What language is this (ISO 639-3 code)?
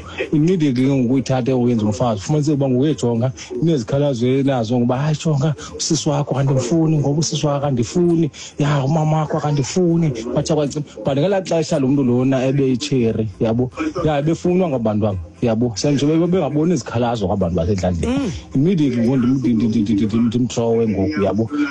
xho